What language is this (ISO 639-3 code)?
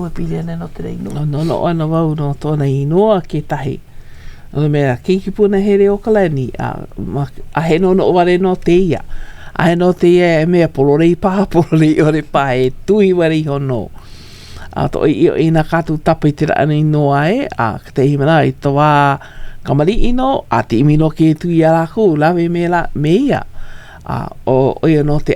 haw